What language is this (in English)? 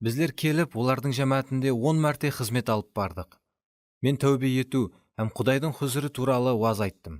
Kara-Kalpak